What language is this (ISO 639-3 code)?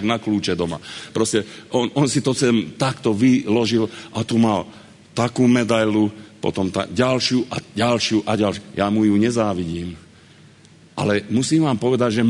slk